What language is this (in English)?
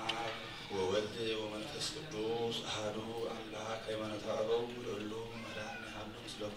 Geez